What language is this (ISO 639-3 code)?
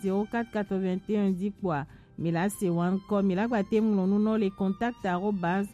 gej